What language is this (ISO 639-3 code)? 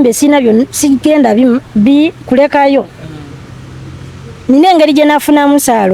lug